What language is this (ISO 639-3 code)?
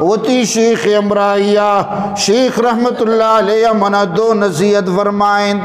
bgp